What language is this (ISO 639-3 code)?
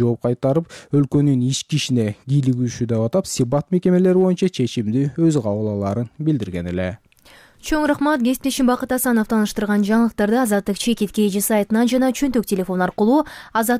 kir